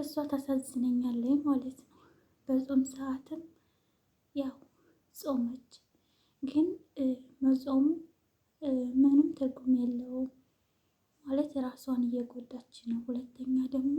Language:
Amharic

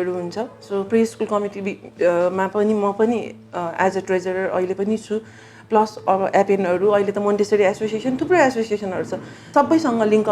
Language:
Nepali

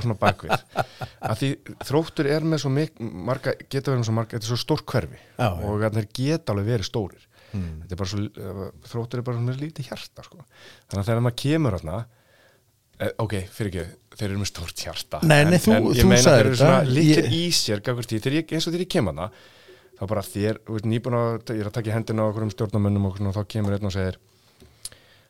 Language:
Icelandic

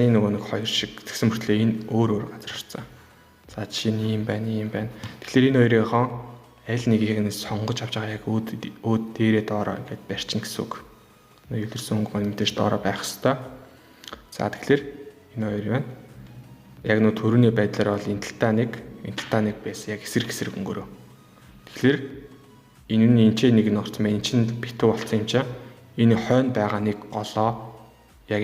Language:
Mongolian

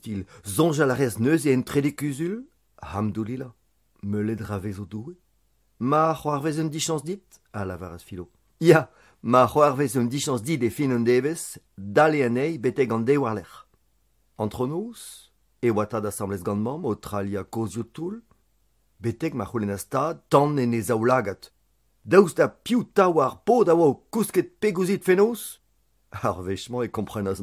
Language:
Breton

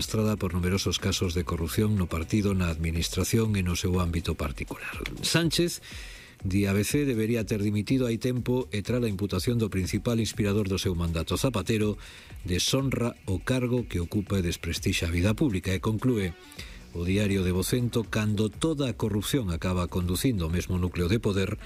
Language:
Galician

